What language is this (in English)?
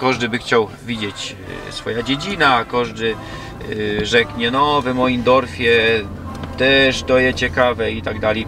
Silesian